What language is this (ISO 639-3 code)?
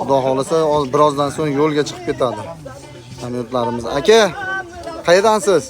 uzb